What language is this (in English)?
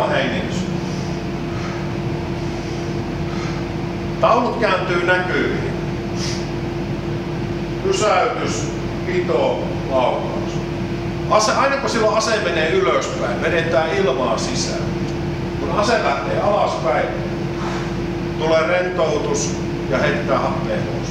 Finnish